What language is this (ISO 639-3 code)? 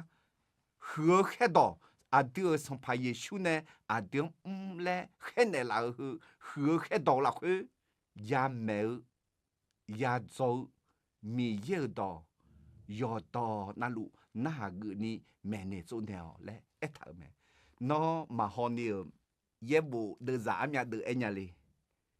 ahk